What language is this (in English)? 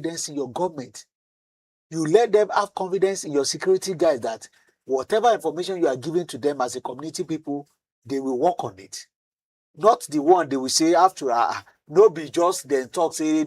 Nigerian Pidgin